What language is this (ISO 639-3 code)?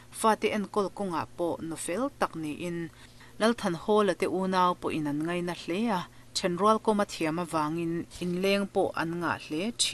lus